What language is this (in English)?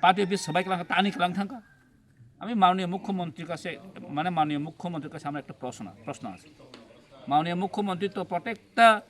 Kok Borok